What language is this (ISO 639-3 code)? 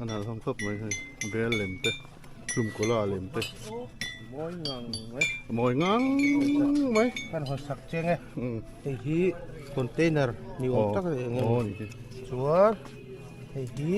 lus